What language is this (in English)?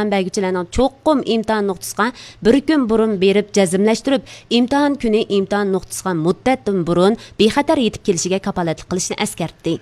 Uyghur